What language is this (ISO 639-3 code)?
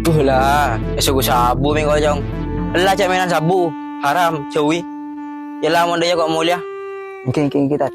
mad